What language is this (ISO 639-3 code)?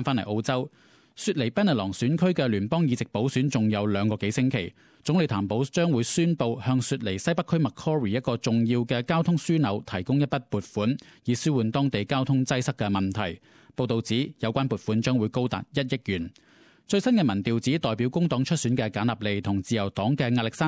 yue